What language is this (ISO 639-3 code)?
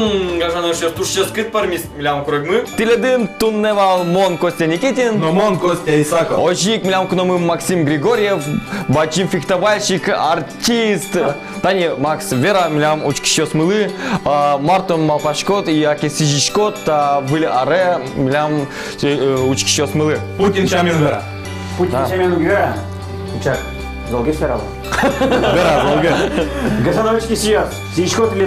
udm